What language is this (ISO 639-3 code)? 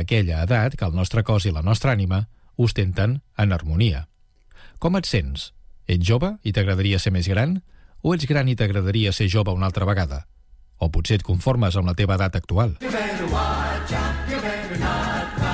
cat